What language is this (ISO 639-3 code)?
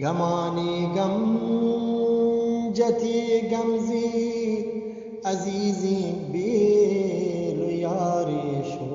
bgp